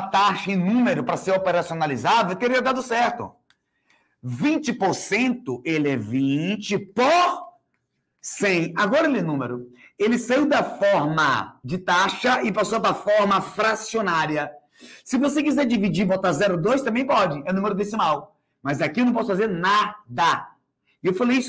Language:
Portuguese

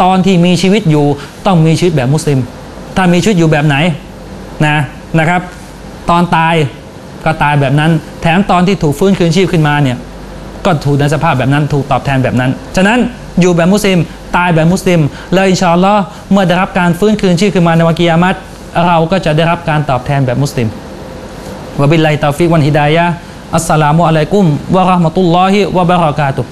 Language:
Thai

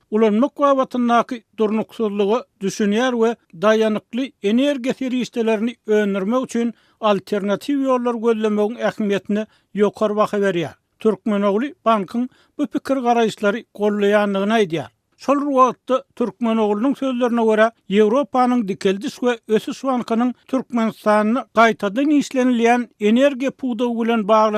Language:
Turkmen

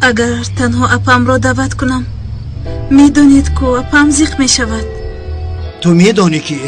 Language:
Tajik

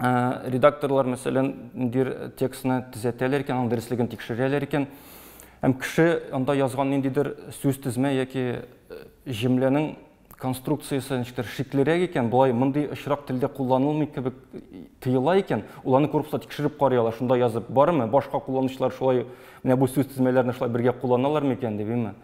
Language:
Tatar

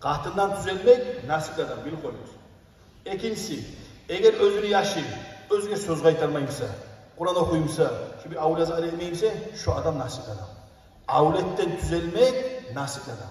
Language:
Kumyk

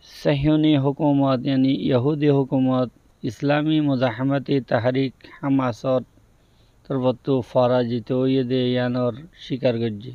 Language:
Rohingya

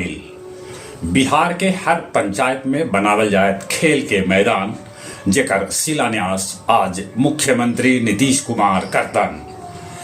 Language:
Magahi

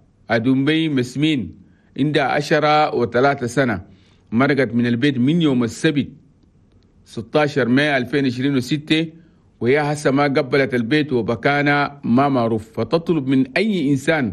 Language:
Chadian Arabic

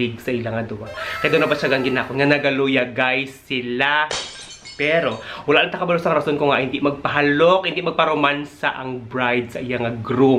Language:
Hiligaynon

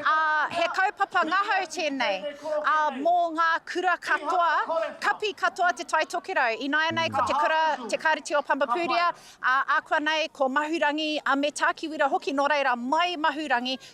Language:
Māori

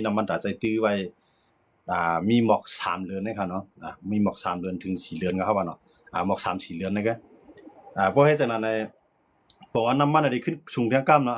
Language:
Shan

